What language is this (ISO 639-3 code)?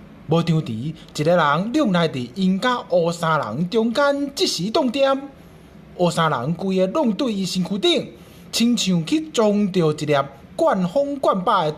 nan